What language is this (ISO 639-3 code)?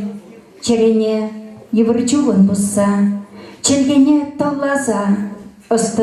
chv